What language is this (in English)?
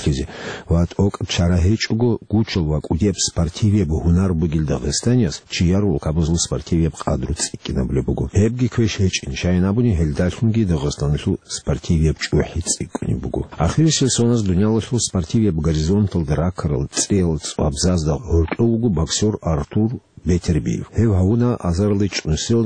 Avaric